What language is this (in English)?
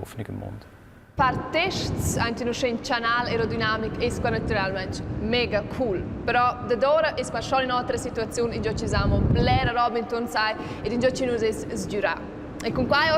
Romansh